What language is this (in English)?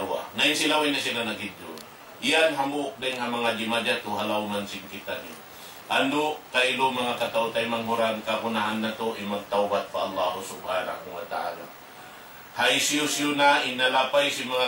Tausug